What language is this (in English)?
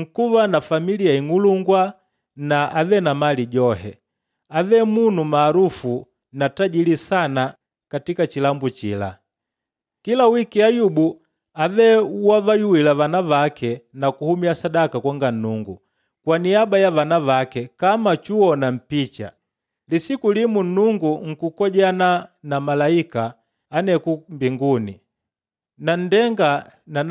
Makonde